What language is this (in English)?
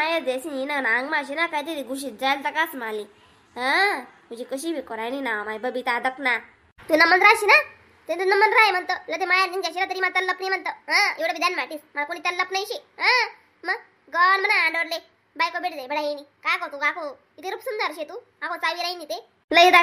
Khandesi